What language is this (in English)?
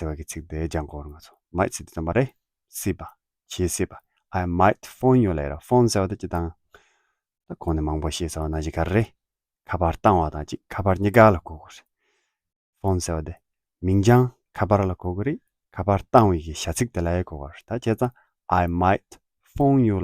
Tibetan